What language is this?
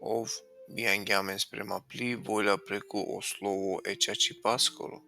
Balkan Romani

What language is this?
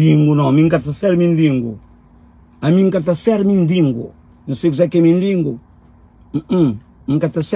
Kabuverdianu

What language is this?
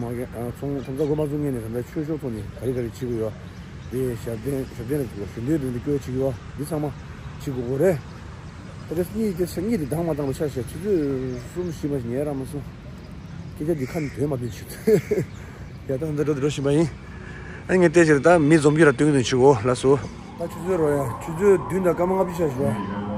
Tibetan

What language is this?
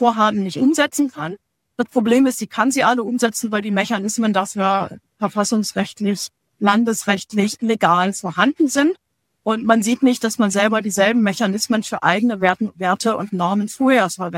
German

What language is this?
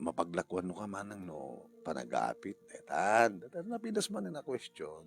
Iloko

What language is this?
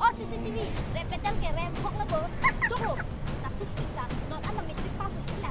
Karbi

